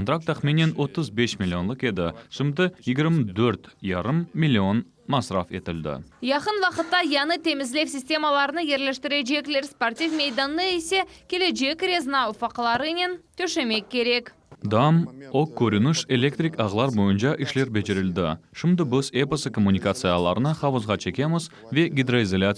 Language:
Crimean Tatar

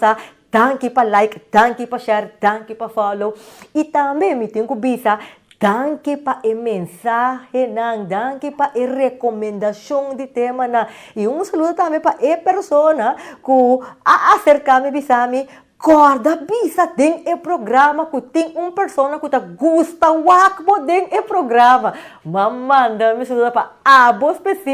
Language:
Papiamento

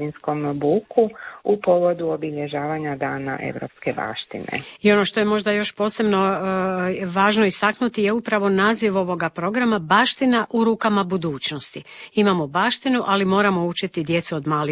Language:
Croatian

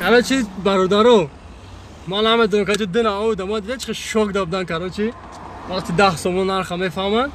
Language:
Tajik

